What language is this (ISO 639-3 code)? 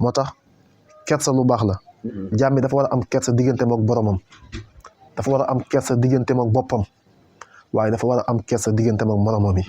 wol